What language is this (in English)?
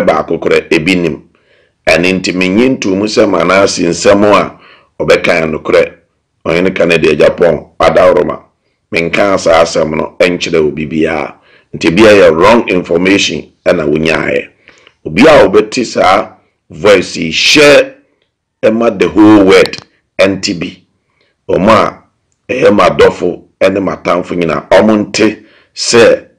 Akan